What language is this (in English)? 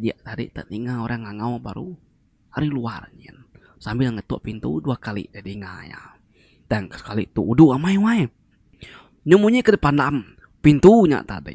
Iban